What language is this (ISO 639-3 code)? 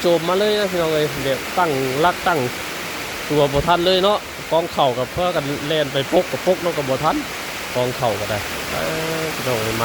tts